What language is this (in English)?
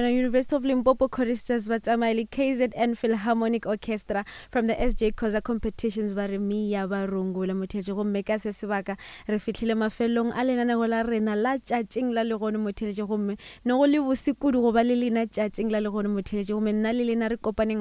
Northern Sotho